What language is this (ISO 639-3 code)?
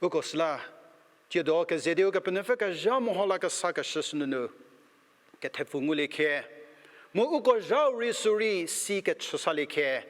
njm